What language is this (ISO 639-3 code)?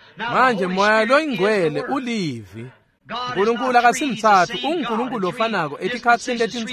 ssw